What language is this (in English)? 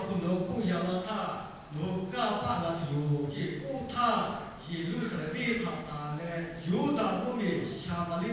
Lahu